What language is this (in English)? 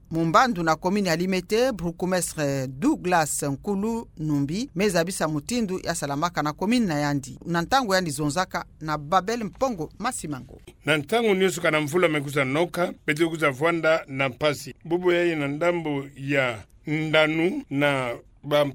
Kituba (Democratic Republic of Congo)